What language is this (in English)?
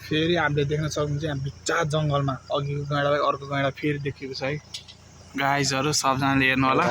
Nepali